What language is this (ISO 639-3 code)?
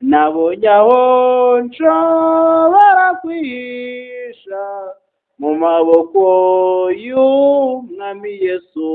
kin